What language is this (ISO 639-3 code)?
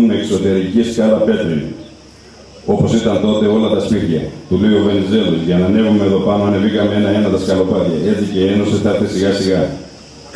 ell